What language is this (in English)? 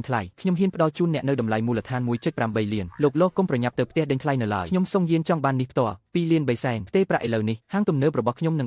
Khmer